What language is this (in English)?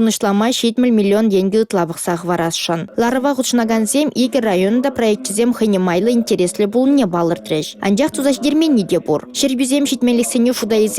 Chuvash